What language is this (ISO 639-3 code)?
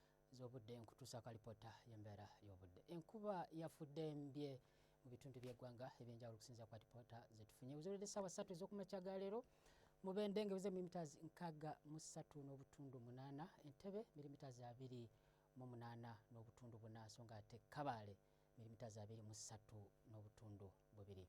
lug